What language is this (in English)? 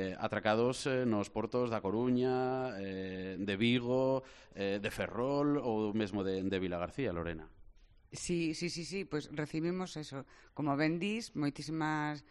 Galician